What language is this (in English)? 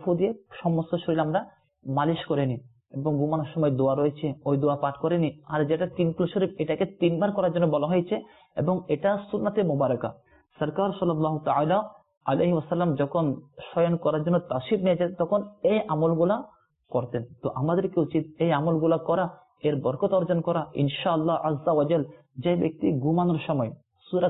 Bangla